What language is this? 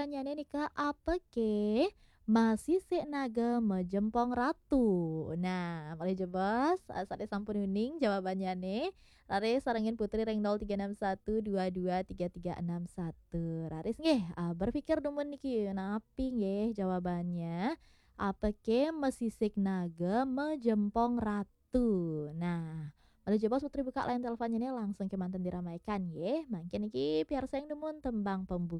Balinese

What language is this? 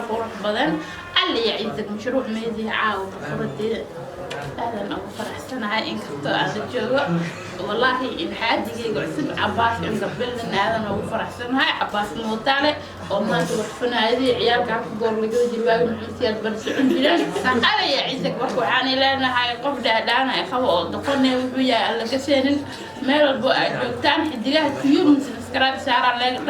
Somali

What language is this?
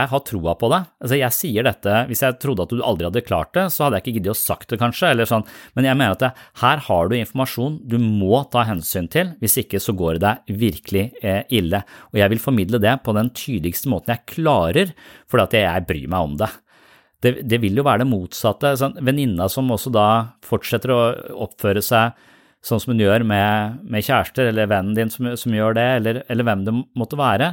Norwegian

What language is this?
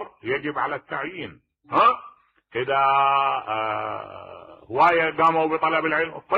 Mesopotamian Arabic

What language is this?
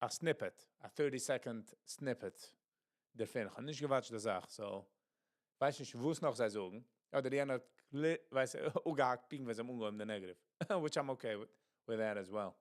Yiddish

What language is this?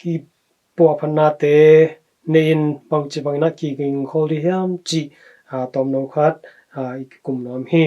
Tedim Chin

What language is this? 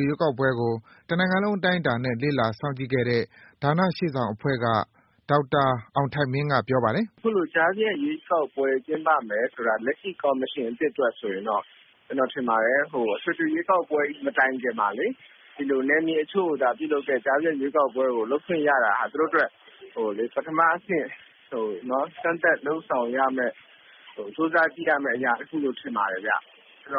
Burmese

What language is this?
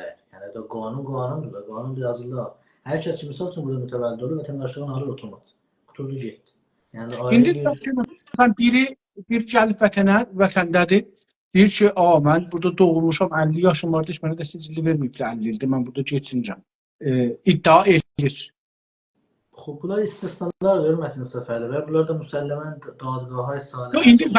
South Azerbaijani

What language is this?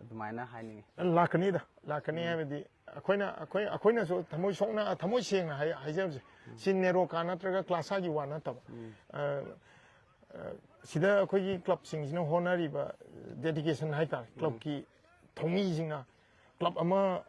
Manipuri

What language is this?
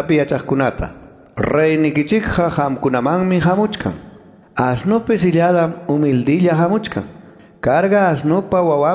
Ayacucho Quechua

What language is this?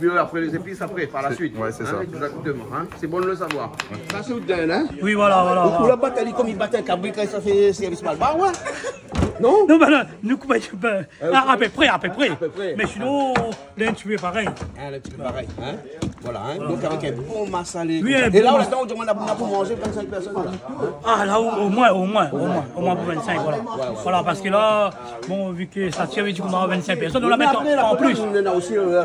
Réunion Creole French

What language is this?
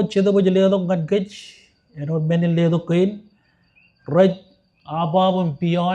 Marshallese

